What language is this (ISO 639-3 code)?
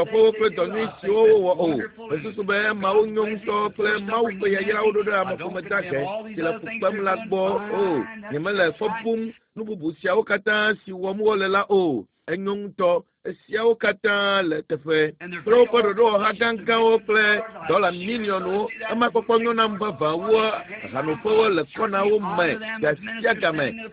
ewe